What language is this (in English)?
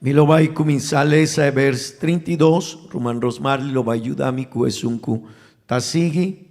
Papiamento